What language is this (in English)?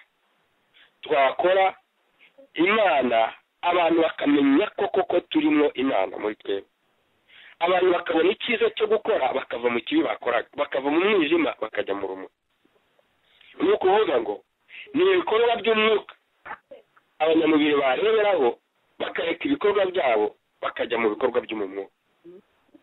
Kinyarwanda